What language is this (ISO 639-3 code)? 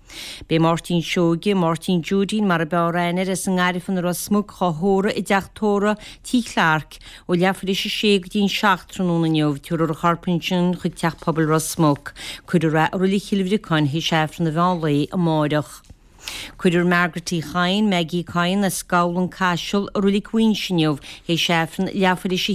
gle